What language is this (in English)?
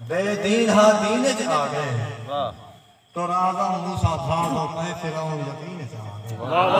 Saraiki